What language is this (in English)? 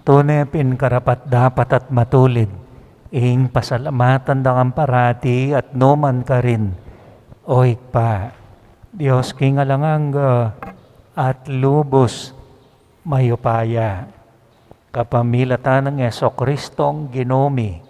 Pampanga